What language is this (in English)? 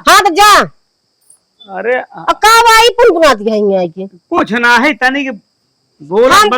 Awadhi